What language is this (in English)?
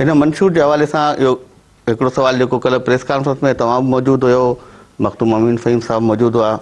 Sindhi